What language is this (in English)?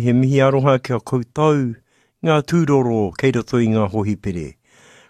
Māori